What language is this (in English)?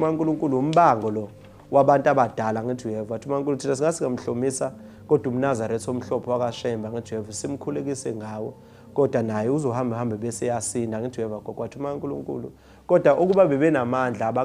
Zulu